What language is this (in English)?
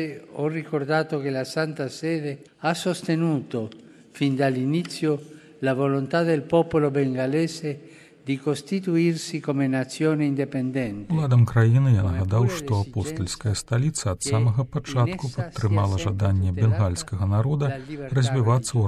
Belarusian